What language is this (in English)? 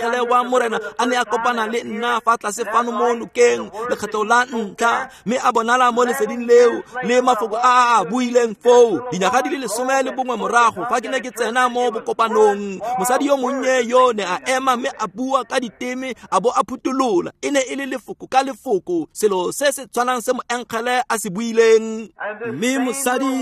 Tswana